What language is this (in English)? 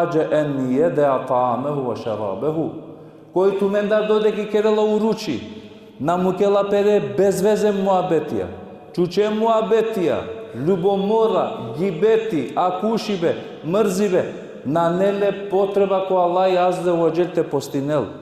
Balkan Romani